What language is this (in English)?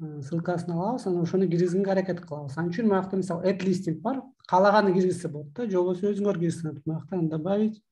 Kyrgyz